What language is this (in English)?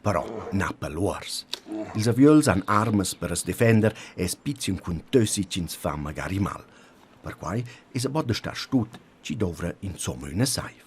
Romansh